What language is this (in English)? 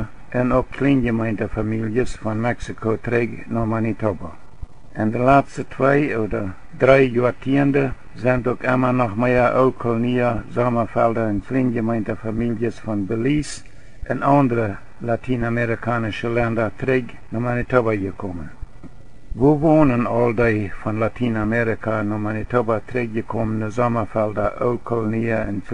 Plautdietsch